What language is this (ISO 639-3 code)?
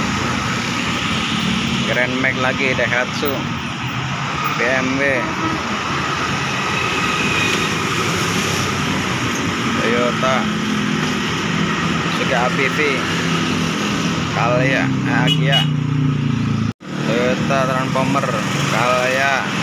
ind